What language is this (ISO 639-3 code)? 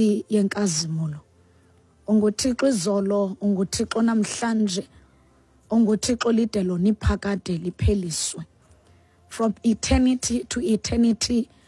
xho